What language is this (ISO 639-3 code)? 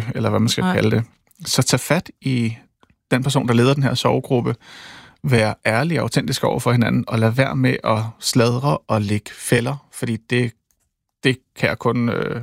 dan